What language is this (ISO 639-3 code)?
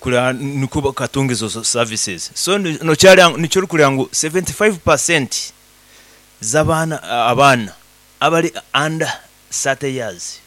nyn